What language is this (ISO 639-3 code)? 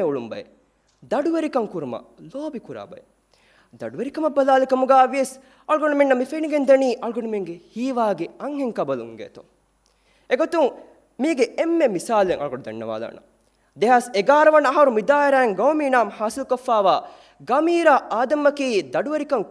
div